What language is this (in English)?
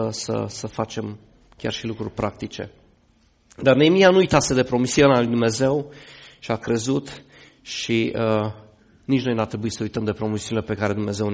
Romanian